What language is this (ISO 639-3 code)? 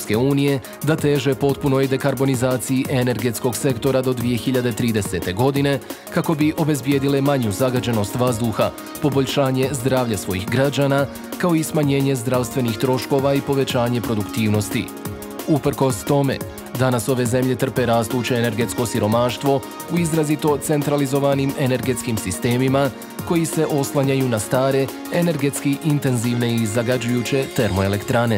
bos